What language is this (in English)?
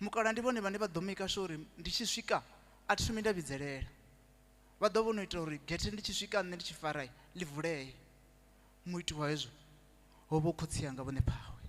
Venda